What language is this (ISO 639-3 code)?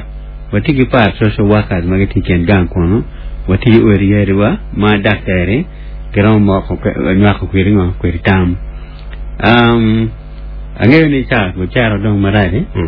ach